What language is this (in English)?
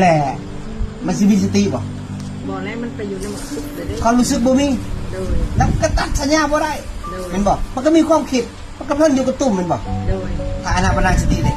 Northeastern Thai